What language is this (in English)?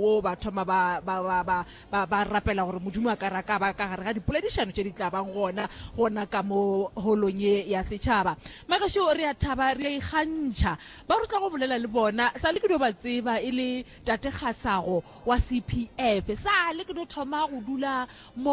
Northern Sotho